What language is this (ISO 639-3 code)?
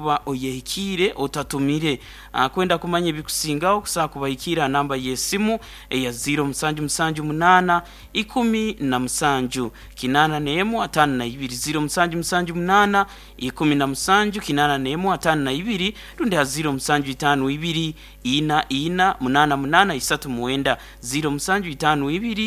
nyn